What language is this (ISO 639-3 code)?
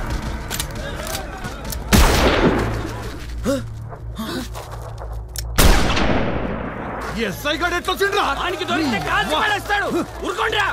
tel